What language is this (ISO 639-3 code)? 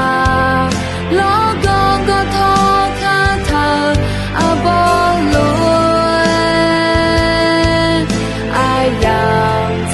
ahk